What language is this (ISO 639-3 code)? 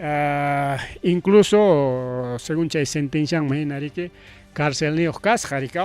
quy